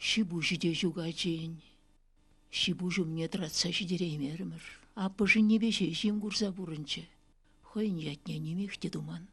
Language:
Chuvash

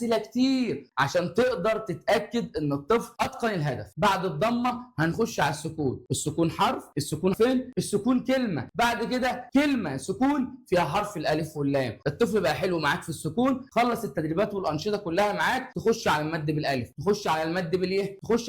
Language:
Egyptian Arabic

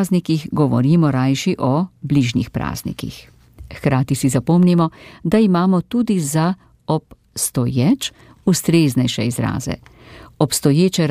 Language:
Slovenian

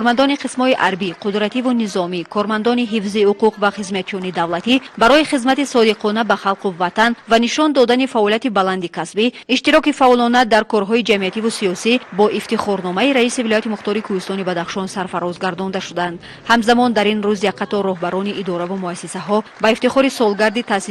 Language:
Tajik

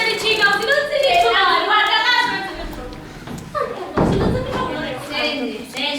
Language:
Sicilian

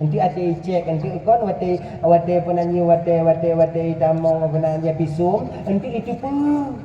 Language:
Achinese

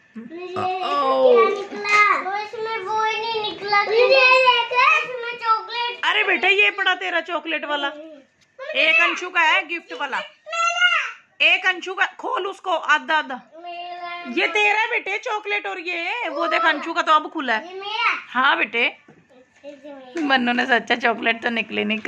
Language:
Hindi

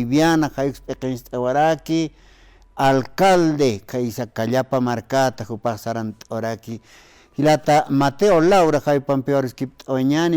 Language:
Aymara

